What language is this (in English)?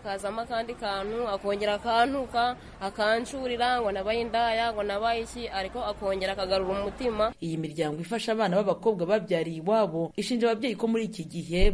Kinyarwanda